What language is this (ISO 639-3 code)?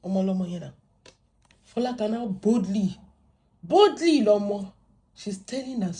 yor